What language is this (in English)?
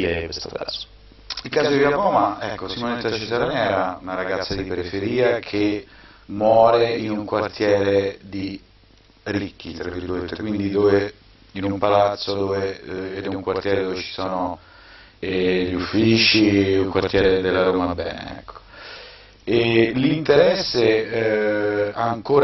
Italian